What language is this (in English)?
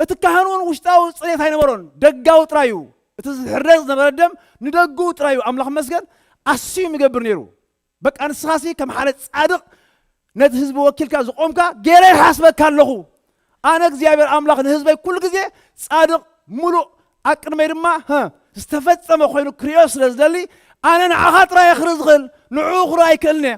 Tigrinya